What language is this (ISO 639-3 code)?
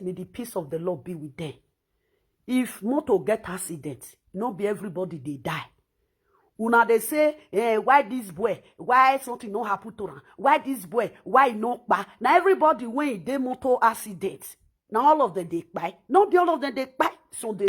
pcm